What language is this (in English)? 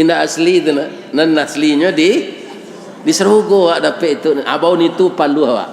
Minangkabau